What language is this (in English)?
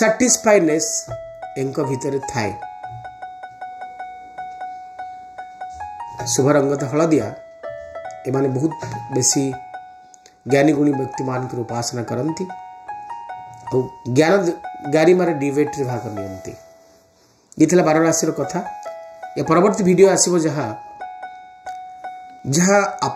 Odia